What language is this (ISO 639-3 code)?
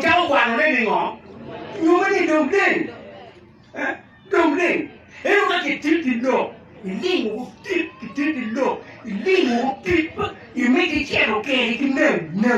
ach